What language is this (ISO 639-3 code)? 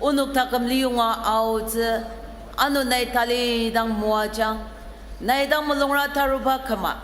njo